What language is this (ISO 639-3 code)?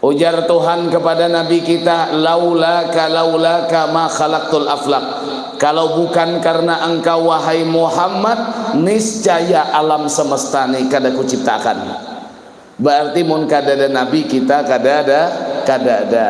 bjn